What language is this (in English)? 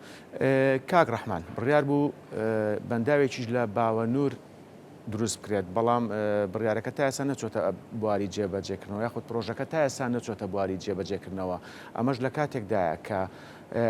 Central Kurdish